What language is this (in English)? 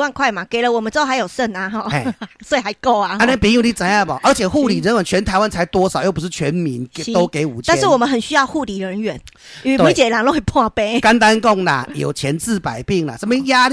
Min Nan Chinese